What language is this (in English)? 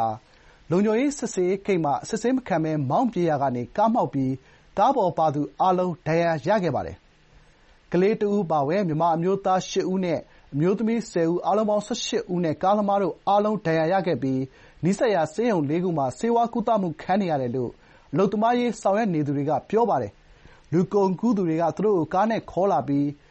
Burmese